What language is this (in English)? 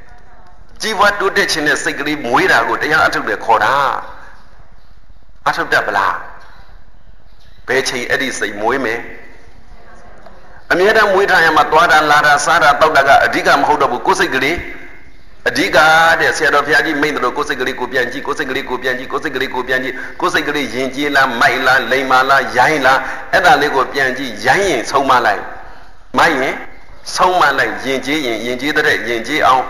Burmese